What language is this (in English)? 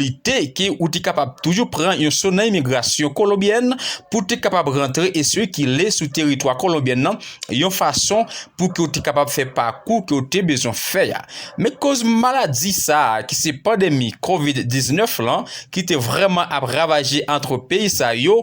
Haitian Creole